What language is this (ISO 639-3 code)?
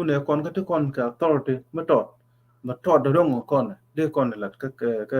nus